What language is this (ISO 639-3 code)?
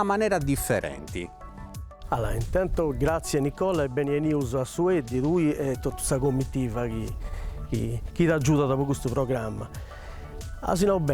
srd